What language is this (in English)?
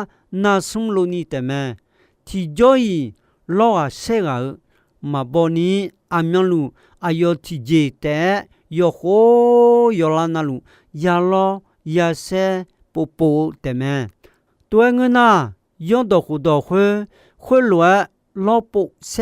Akha